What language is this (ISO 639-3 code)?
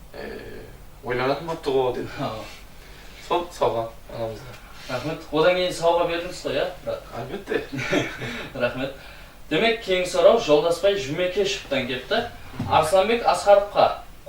kaa